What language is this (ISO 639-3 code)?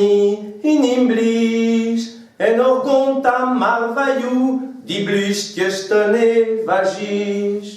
bre